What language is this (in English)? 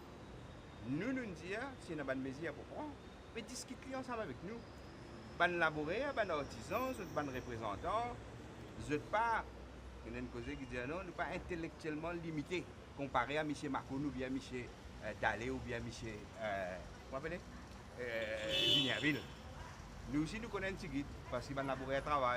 Morisyen